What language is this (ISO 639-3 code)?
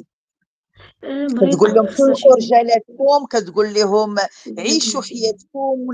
ary